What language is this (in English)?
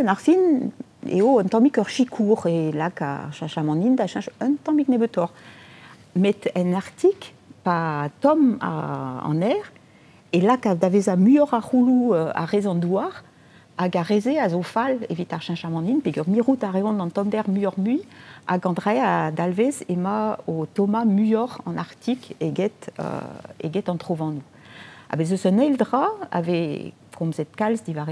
Breton